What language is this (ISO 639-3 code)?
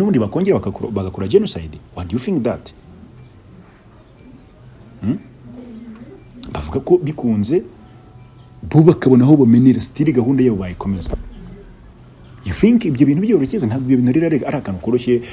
kin